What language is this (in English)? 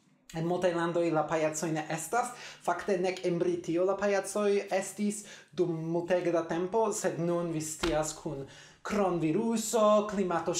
Esperanto